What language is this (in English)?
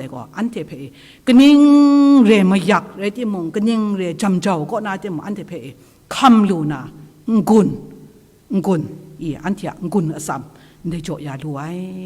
Kachin